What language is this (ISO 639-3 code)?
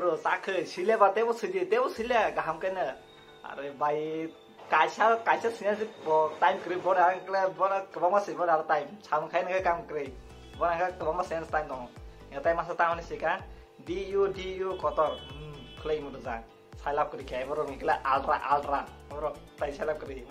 trp